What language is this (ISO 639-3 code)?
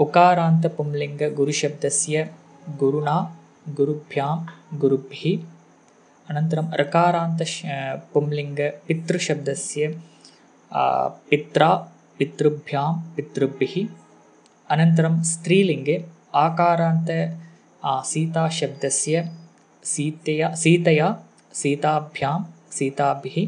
san